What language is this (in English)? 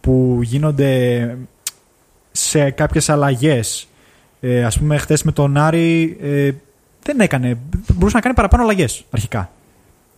Greek